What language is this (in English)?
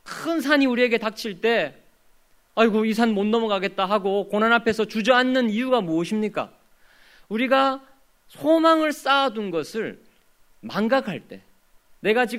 Korean